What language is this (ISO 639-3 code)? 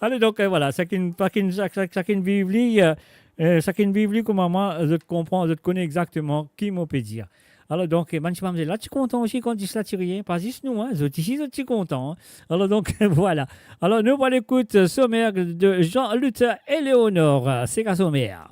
mfe